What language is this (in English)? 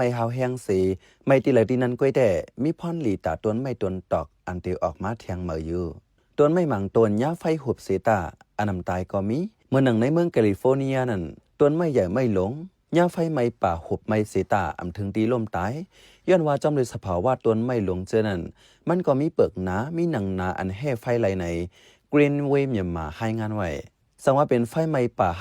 Shan